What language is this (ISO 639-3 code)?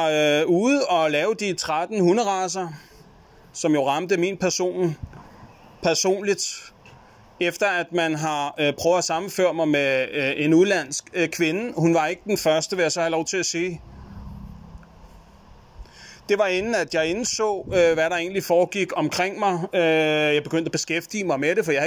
dan